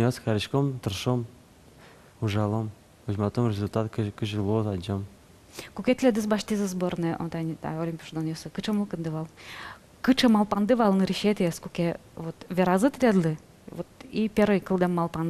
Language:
Udmurt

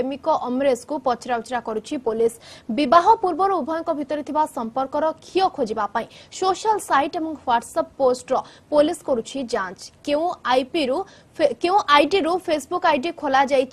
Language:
Odia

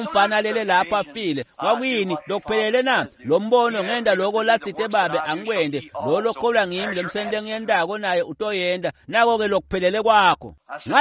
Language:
Swati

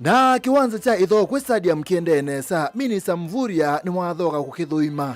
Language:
Kamba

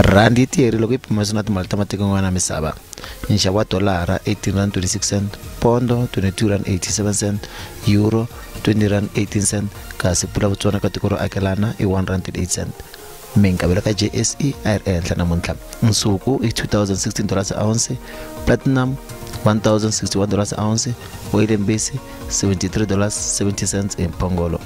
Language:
Tsonga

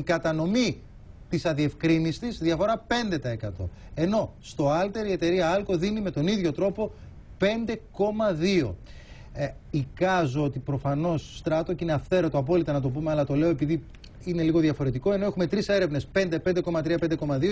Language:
Greek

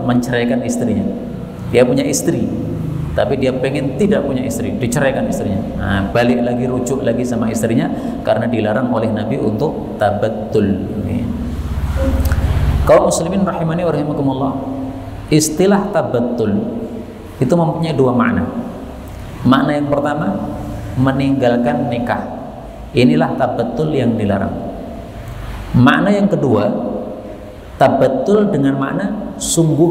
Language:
Indonesian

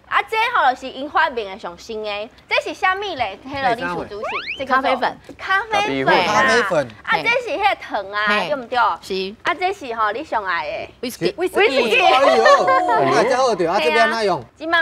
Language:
Min Nan Chinese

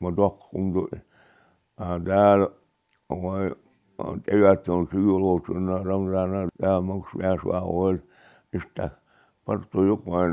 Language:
Chechen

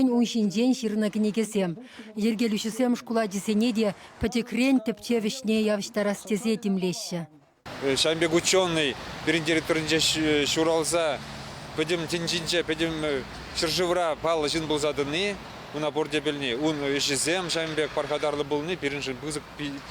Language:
Chuvash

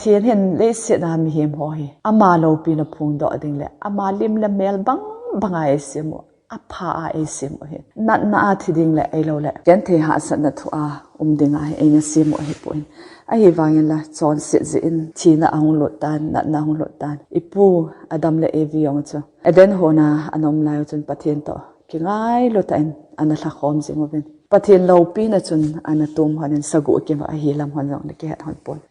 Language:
Thado Chin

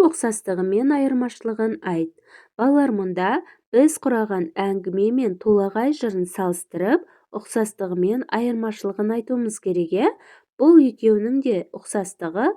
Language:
Kazakh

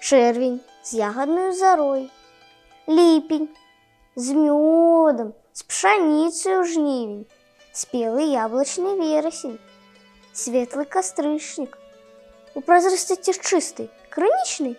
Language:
Belarusian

